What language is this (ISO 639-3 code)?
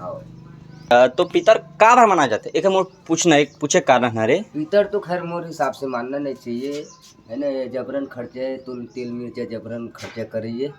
hne